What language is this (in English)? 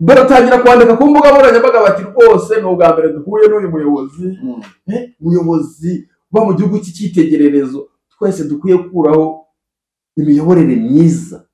Kinyarwanda